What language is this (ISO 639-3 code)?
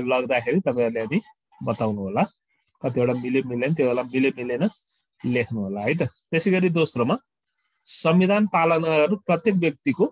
nep